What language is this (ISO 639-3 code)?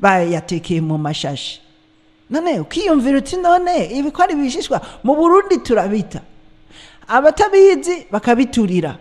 run